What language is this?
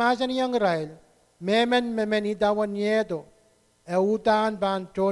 Pohnpeian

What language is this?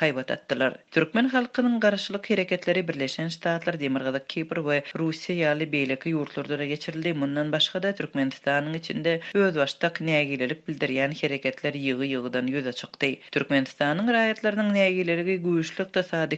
Turkmen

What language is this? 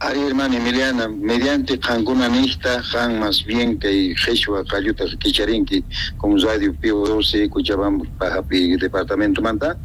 South Bolivian Quechua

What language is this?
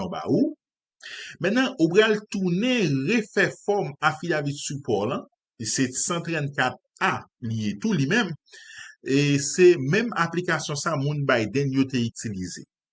Haitian Creole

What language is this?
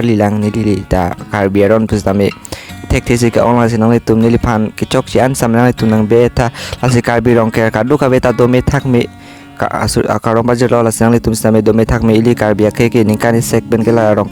Karbi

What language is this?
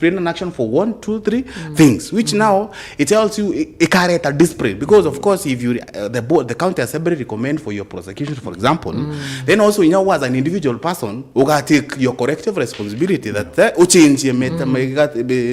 Meru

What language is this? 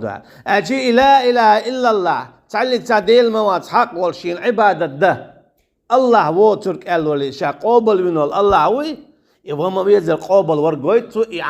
Chechen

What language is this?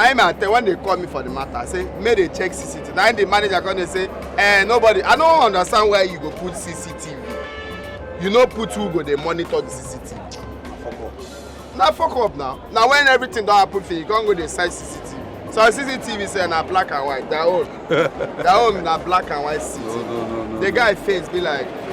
Nigerian Pidgin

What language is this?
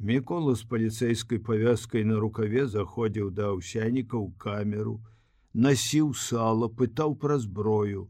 Belarusian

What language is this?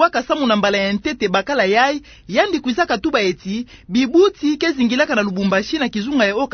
Kituba (Democratic Republic of Congo)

